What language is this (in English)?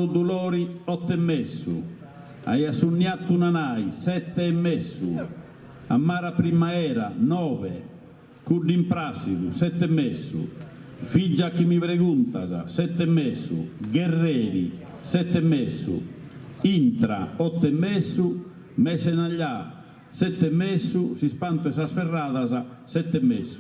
Sardinian